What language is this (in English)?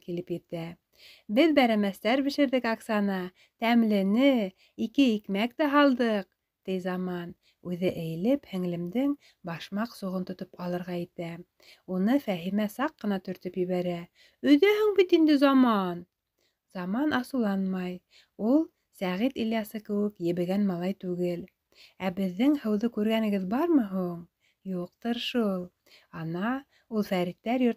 Bashkir